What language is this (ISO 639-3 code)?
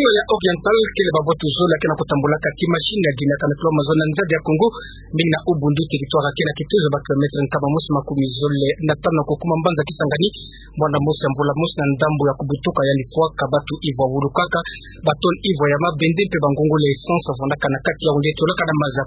ktu